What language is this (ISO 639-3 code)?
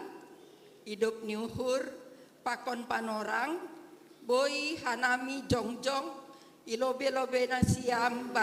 bts